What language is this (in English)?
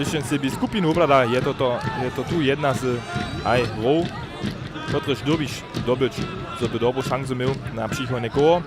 Upper Sorbian